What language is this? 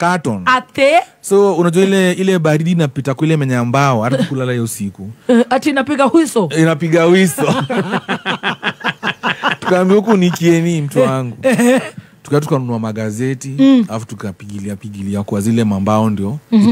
Swahili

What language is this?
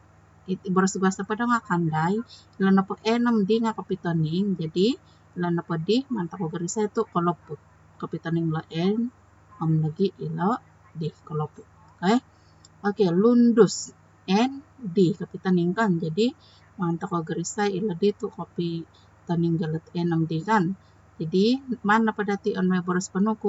Central Dusun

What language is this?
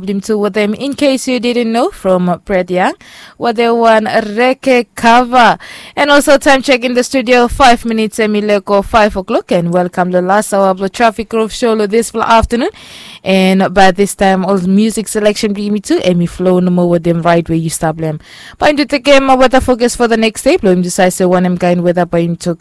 Bislama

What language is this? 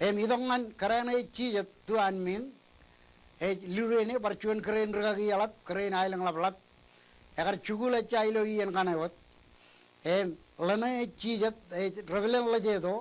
Marshallese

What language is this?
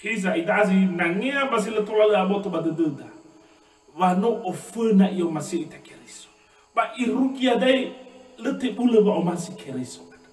Nias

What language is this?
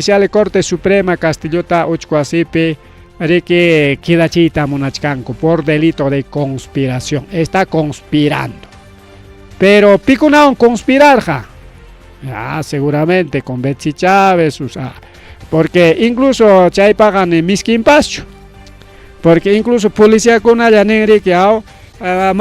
Ayacucho Quechua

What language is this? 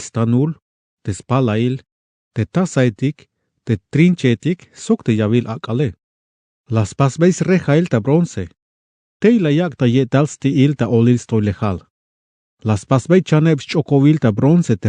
Tzeltal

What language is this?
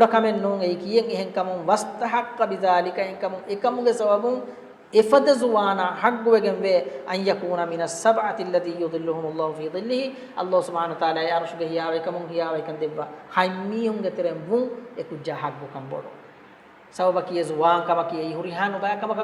Divehi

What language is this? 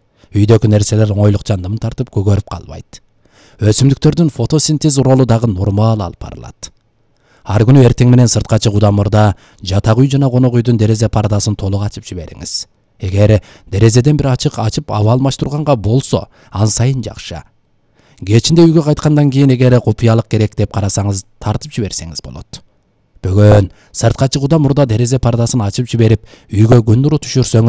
Kyrgyz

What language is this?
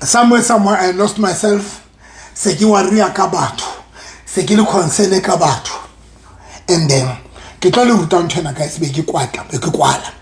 Southern Sotho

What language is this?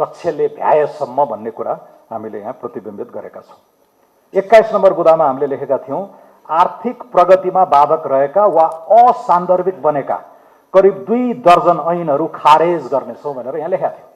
Nepali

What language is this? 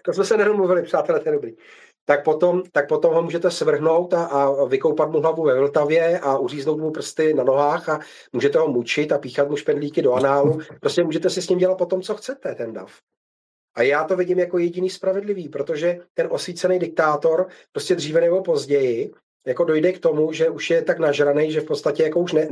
Czech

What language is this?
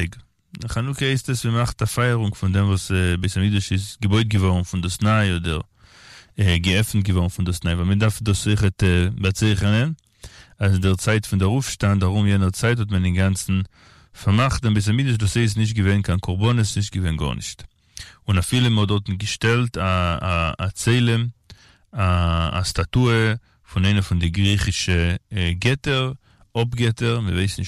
Yiddish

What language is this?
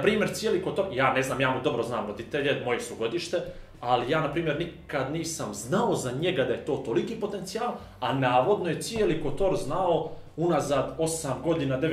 Bosnian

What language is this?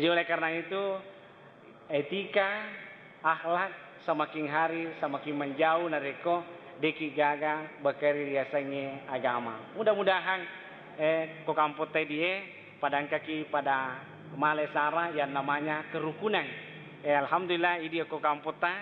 Buginese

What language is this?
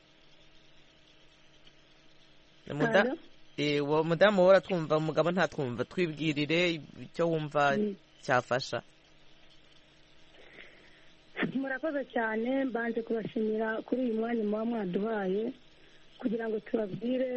Kinyarwanda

